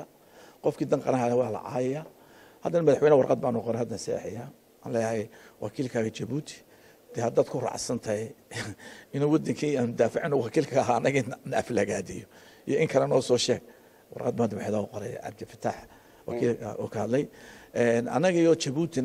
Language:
Somali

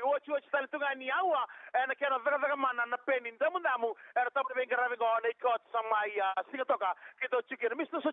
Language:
Fijian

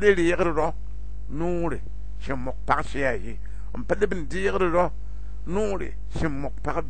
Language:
Mossi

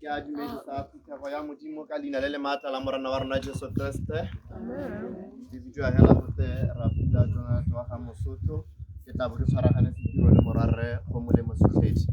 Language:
Tswana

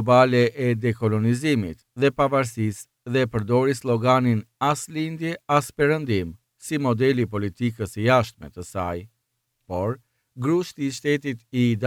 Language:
Albanian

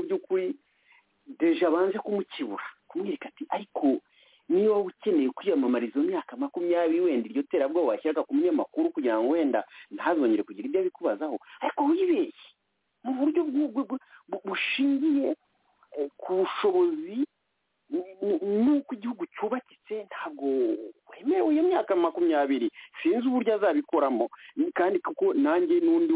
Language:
Kinyarwanda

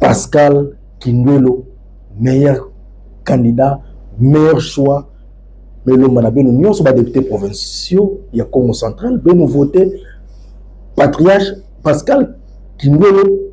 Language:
Lingala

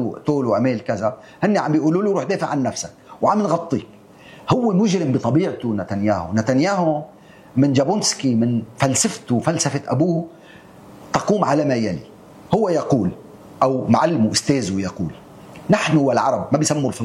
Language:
North Levantine Arabic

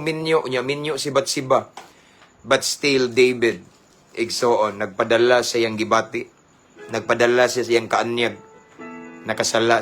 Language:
Cebuano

